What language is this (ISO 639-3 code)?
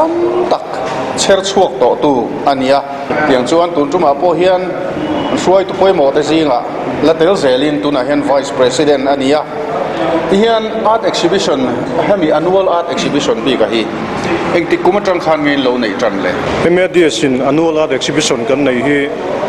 lus